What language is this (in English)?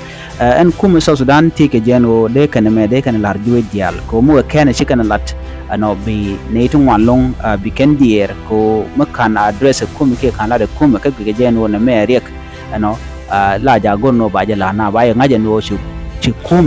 Nuer